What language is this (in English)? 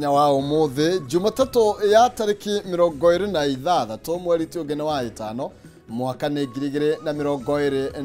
Kikuyu